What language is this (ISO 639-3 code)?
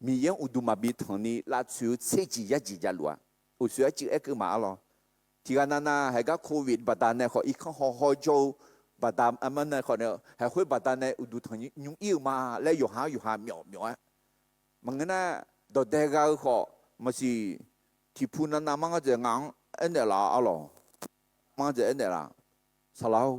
ahk